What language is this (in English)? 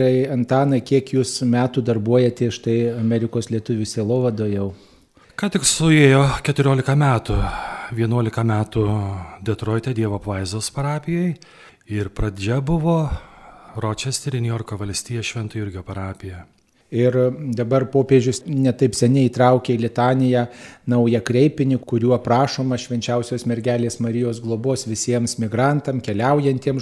Lithuanian